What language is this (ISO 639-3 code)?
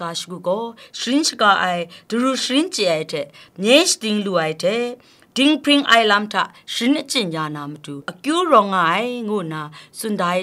kac